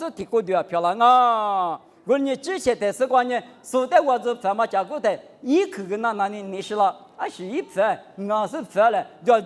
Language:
Lisu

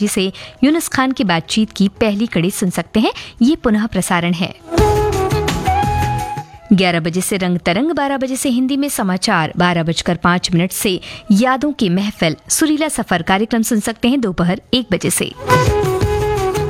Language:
Hindi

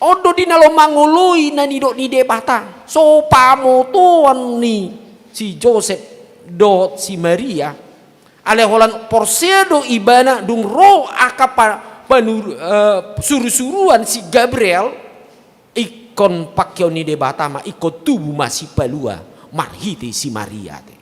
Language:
Batak Toba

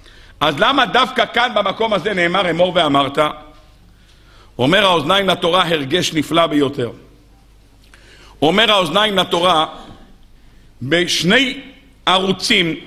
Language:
Hebrew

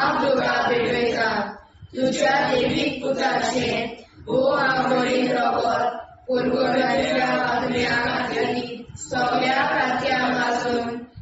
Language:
Konkani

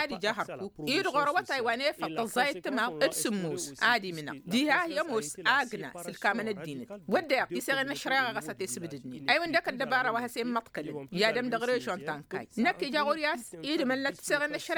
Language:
Tamasheq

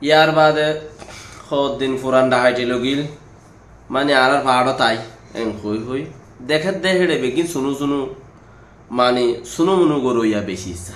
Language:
Rohingya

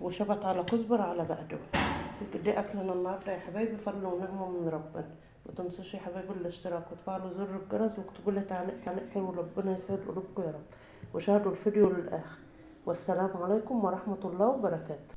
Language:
Egyptian Arabic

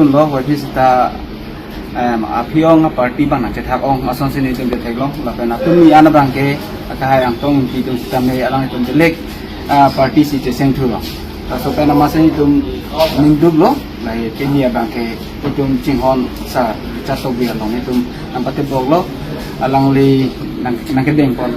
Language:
Karbi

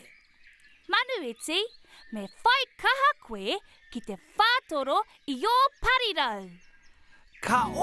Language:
Māori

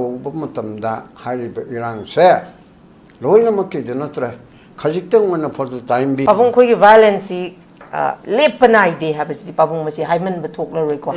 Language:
Manipuri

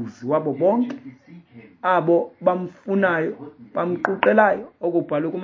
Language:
Xhosa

